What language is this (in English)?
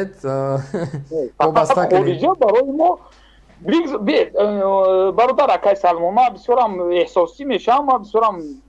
Tajik